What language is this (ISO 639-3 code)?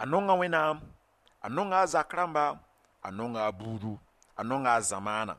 mos